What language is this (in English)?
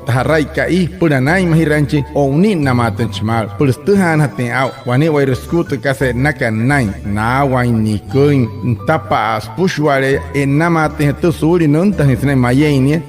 Wayuu